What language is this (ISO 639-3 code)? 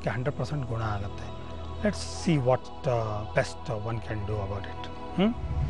kan